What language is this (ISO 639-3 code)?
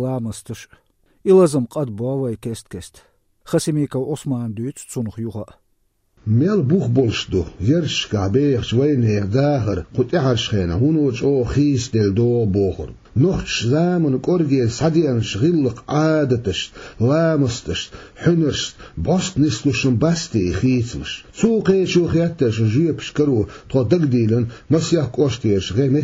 che